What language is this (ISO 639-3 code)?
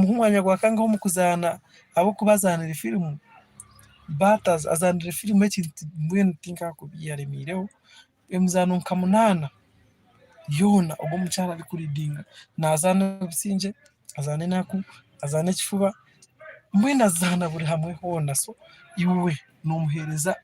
nyn